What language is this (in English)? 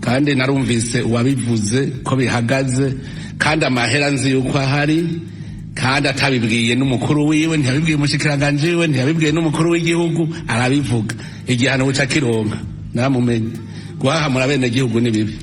Rundi